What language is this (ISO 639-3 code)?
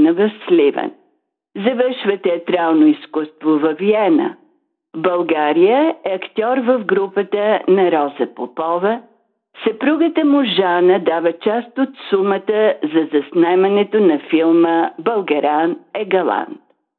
bul